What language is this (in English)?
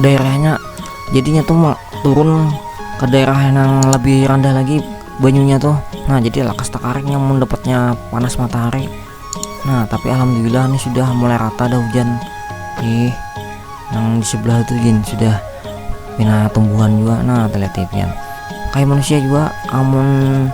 Banjar